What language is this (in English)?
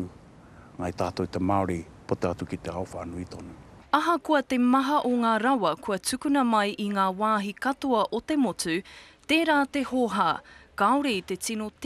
Māori